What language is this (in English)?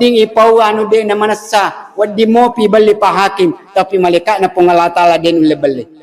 Buginese